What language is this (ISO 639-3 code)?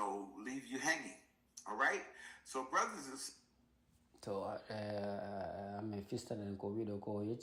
ful